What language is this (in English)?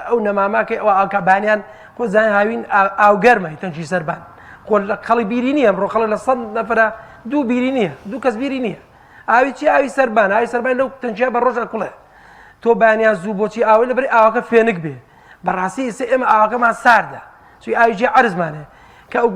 Central Kurdish